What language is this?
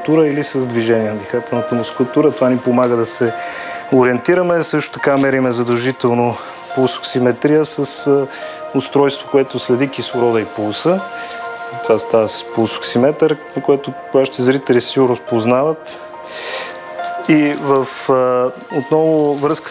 Bulgarian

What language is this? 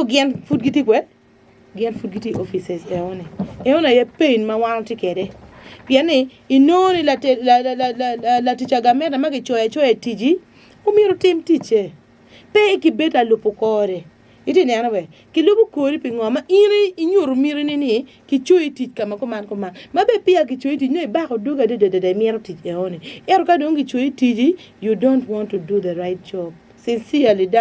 Acoli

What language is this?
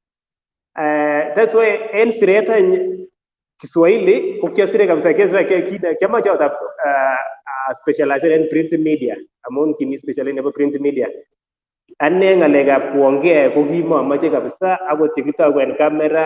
Kalenjin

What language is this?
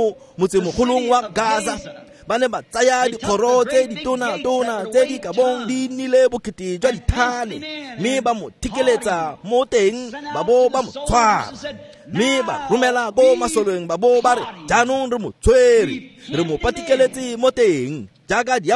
Tswana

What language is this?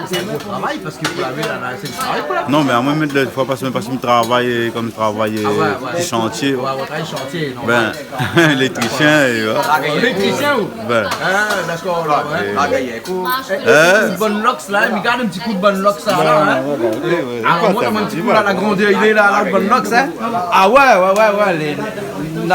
Réunion Creole French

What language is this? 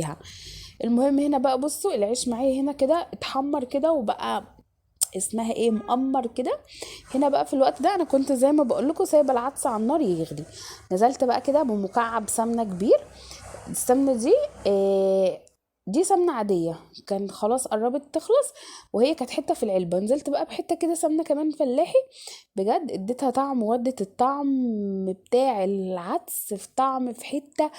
Egyptian Arabic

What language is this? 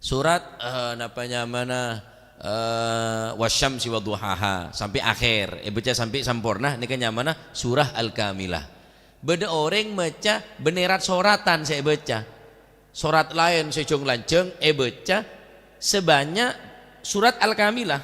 Madurese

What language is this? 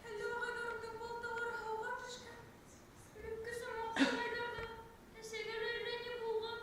Bashkir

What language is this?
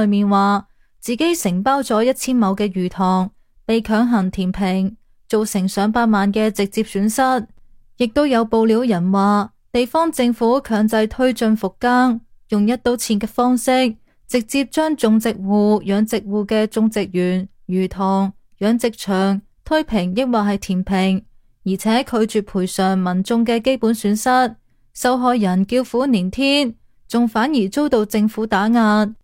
Cantonese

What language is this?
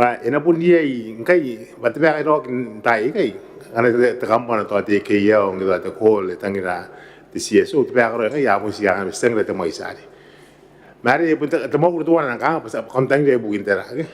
Gilbertese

